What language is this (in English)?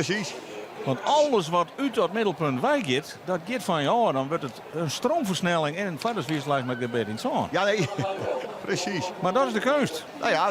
Western Frisian